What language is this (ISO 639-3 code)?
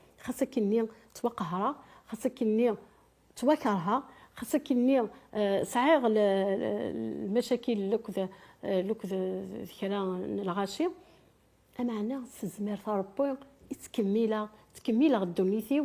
kab